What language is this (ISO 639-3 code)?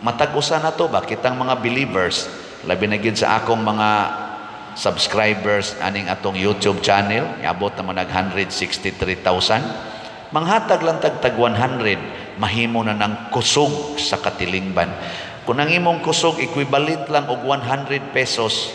ceb